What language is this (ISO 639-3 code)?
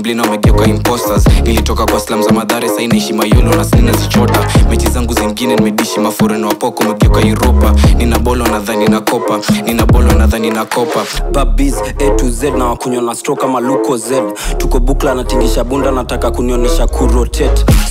swa